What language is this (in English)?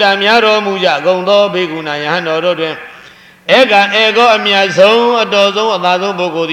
Burmese